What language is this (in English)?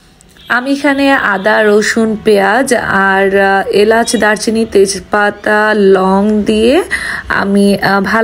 Bangla